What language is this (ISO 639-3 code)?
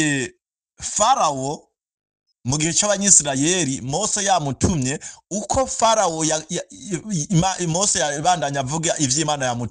run